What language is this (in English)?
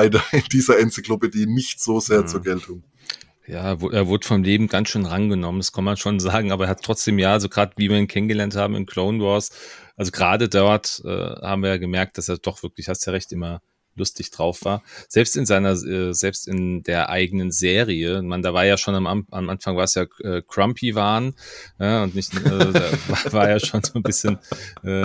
German